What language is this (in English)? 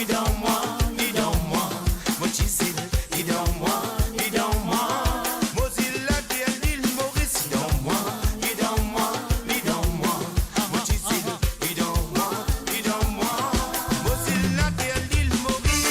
Morisyen